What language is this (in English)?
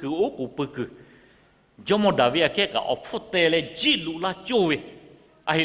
Lahu